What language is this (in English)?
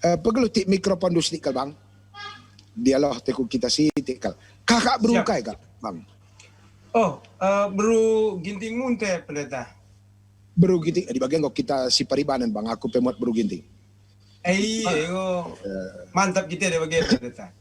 Batak Karo